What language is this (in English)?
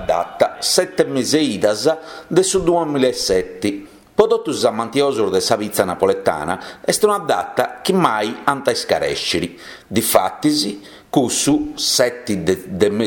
Sardinian